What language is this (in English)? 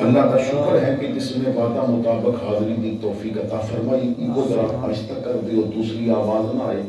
Western Panjabi